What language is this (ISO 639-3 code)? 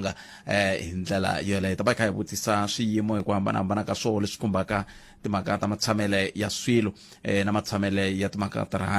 tso